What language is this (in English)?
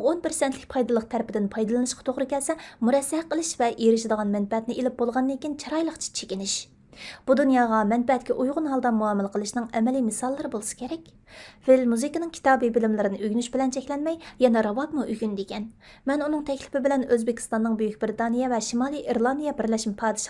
Uyghur